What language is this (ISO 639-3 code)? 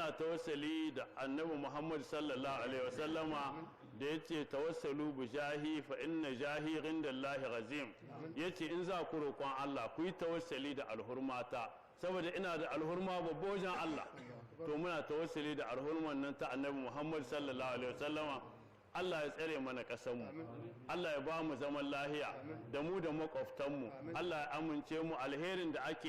hau